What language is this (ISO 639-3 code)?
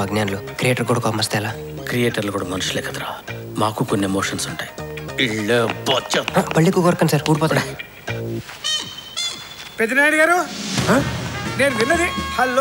tel